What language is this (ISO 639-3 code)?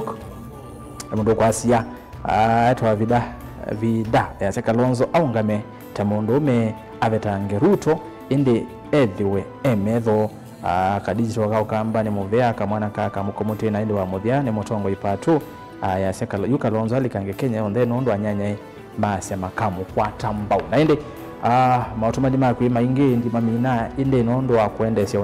kam